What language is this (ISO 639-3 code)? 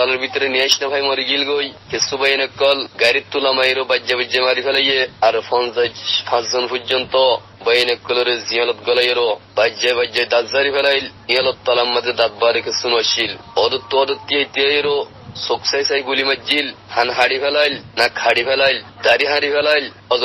rhg